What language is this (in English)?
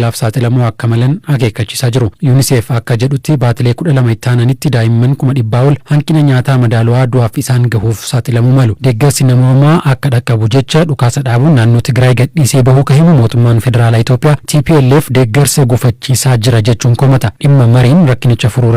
Oromo